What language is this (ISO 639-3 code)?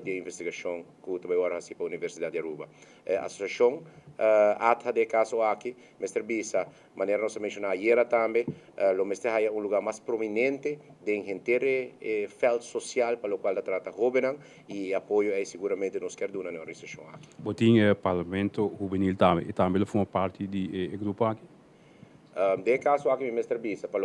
pap